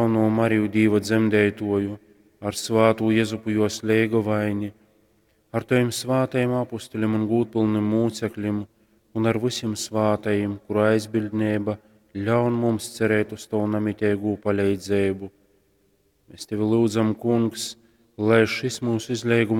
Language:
Latgalian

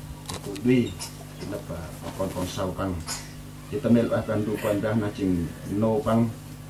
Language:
Central Mnong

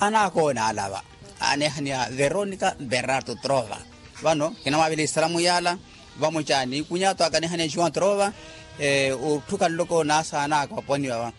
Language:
Makhuwa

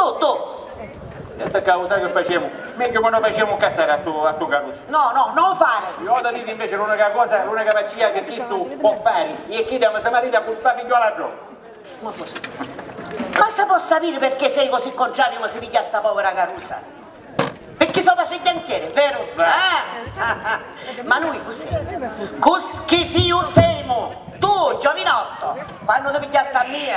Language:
Sicilian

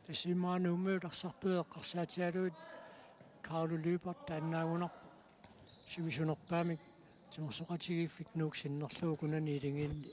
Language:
Kalaallisut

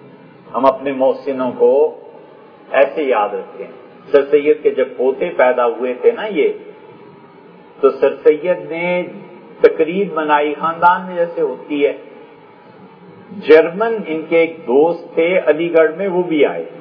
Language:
Urdu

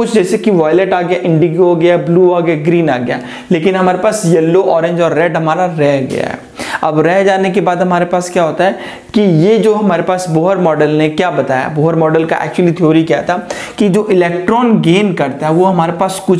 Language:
Hindi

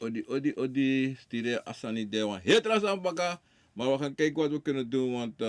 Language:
Sranan Tongo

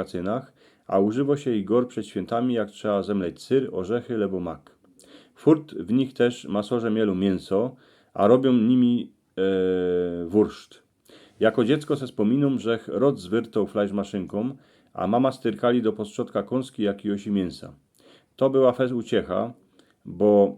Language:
Silesian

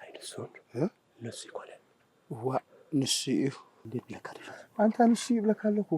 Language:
Tigrinya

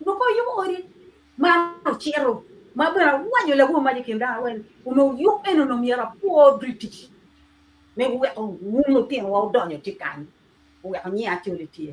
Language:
Acoli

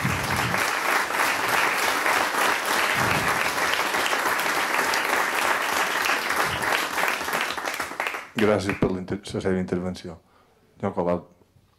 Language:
Catalan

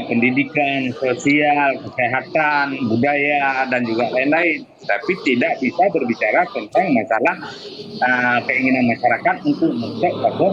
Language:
Achinese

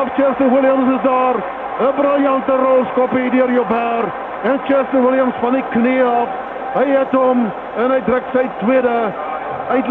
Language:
Afrikaans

